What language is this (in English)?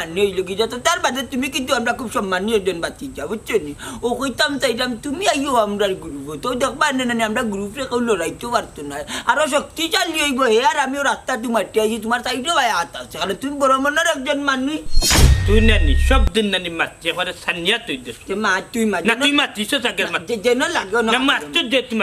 Sylheti